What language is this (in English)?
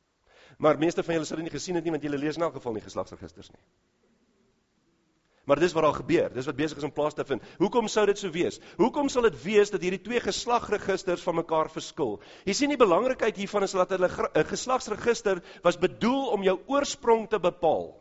Afrikaans